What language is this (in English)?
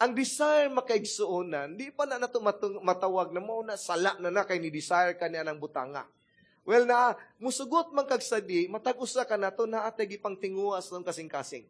Cebuano